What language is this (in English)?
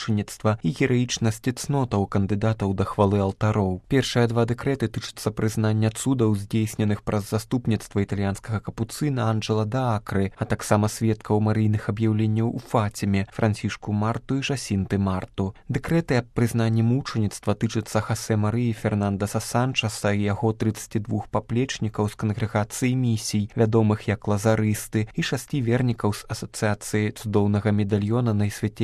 Belarusian